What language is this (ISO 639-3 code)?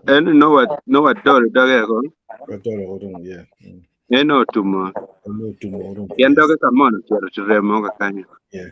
ach